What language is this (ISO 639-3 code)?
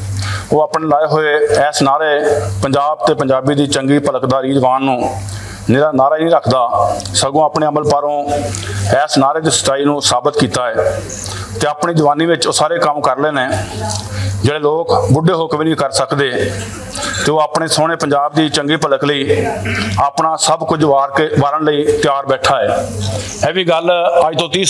lah